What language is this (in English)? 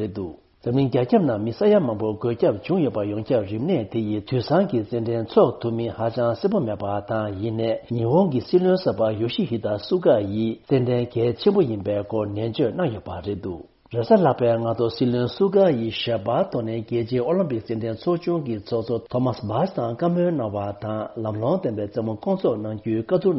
Tibetan